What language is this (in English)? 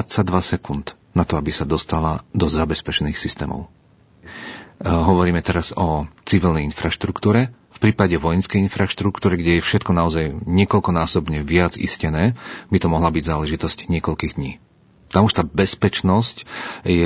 Slovak